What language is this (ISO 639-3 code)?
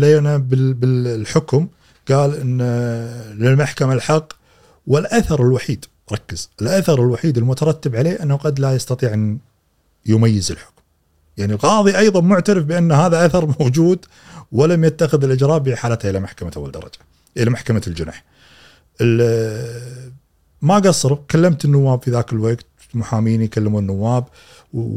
afb